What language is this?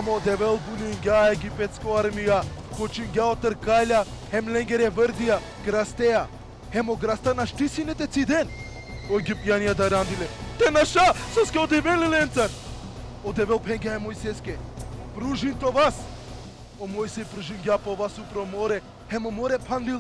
Balkan Romani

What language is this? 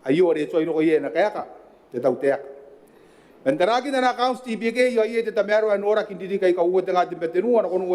Gilbertese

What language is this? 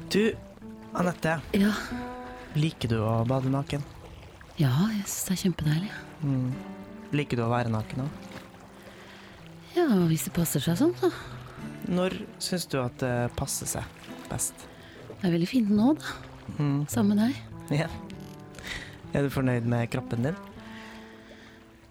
Norwegian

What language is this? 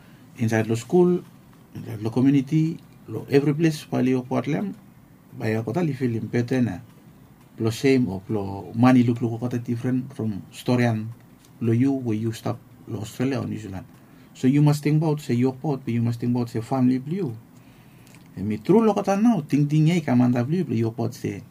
Bislama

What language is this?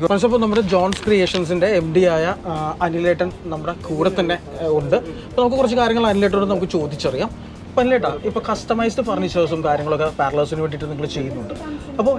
Malayalam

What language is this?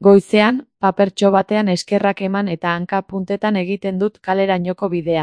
Basque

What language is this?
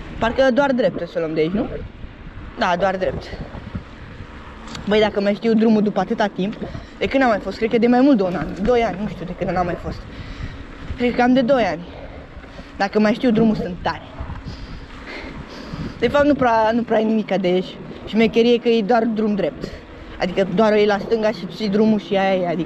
Romanian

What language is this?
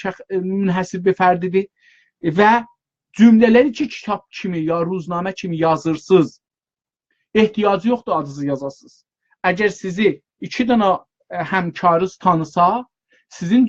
South Azerbaijani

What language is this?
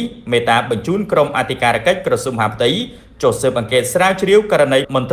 Khmer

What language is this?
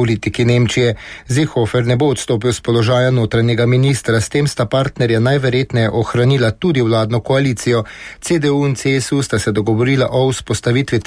Slovenian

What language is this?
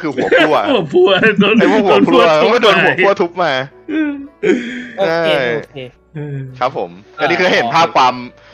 Thai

